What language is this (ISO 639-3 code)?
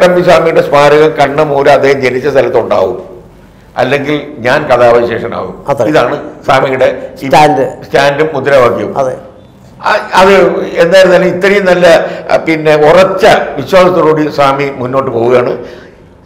mal